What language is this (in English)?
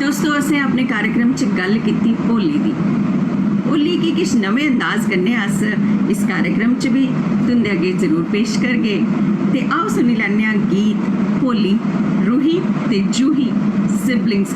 Dogri